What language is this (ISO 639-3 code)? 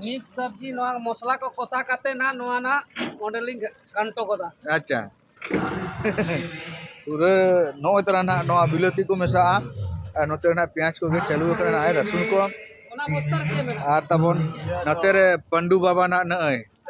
sat